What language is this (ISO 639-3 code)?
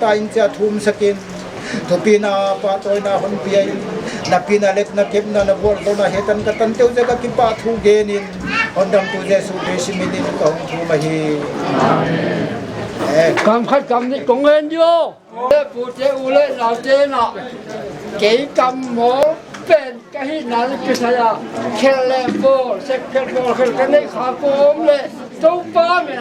pck